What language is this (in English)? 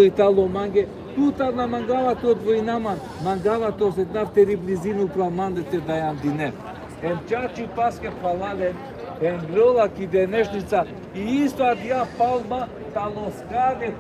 Balkan Romani